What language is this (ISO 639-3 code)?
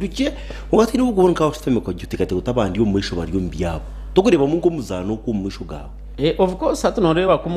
nyn